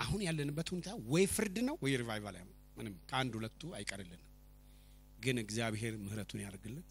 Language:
Amharic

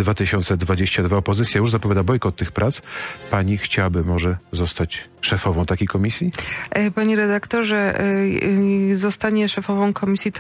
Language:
Polish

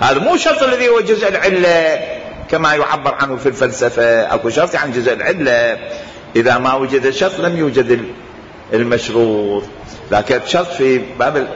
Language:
Mesopotamian Arabic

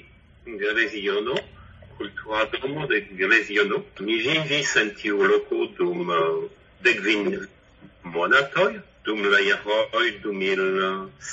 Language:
Esperanto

